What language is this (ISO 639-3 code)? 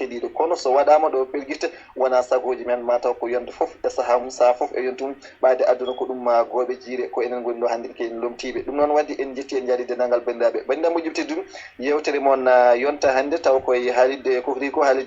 ful